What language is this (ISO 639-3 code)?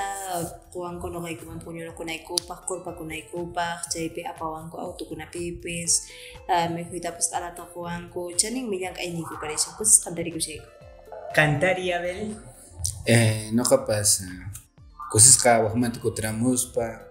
que